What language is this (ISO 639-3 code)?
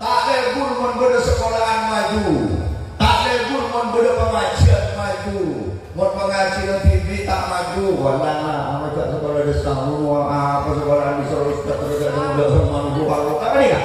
mad